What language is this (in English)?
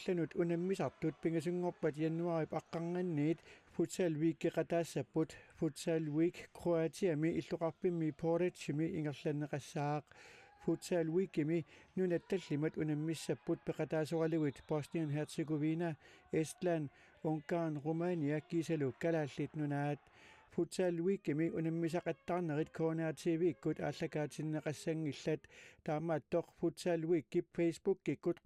Kalaallisut